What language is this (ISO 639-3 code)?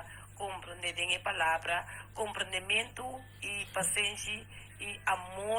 pap